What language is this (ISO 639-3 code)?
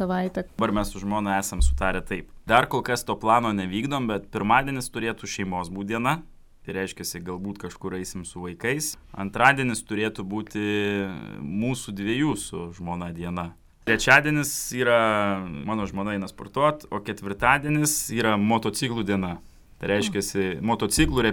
lit